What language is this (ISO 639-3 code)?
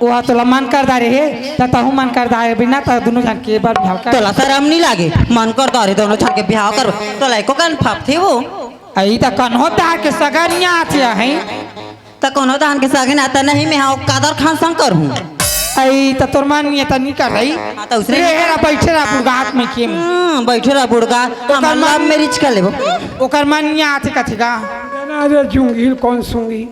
hne